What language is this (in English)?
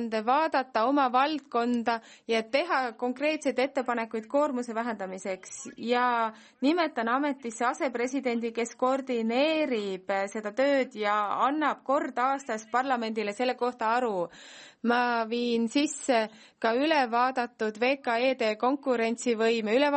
Estonian